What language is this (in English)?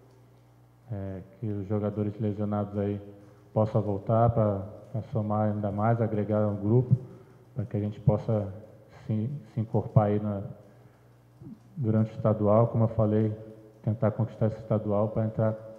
Portuguese